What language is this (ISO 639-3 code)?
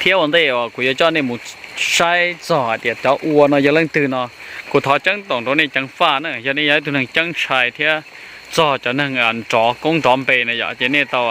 hmn